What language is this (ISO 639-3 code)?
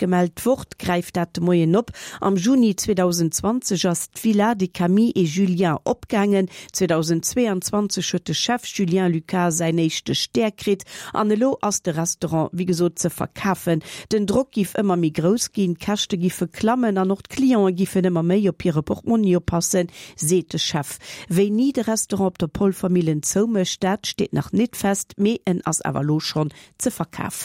ltz